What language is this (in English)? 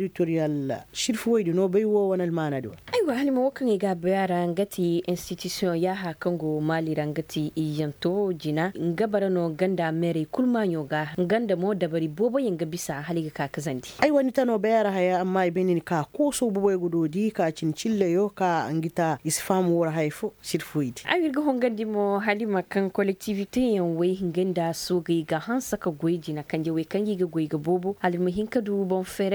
Koyraboro Senni